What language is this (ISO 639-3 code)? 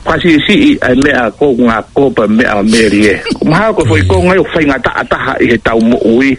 ton